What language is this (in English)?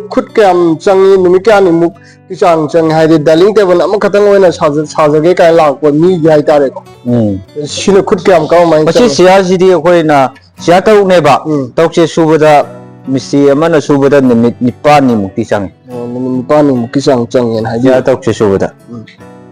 Manipuri